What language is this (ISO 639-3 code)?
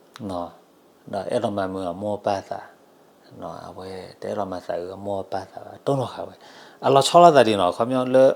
ksw